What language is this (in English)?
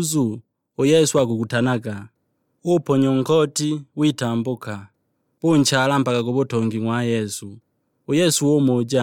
Sukuma